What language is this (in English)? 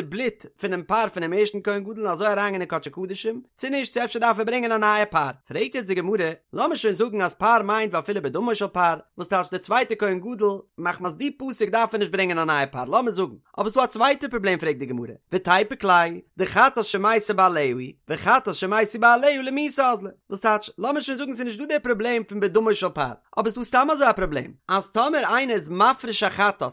Yiddish